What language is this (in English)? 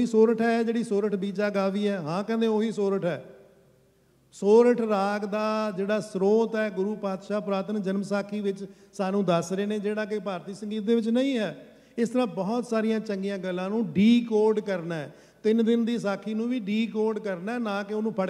Punjabi